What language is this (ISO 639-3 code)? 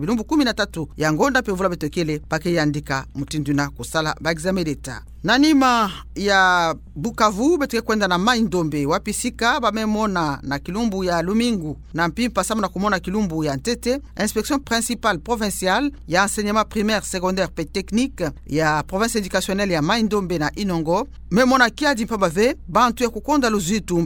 ktu